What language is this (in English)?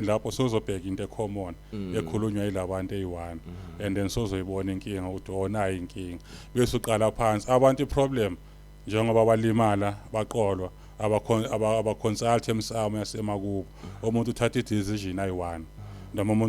Zulu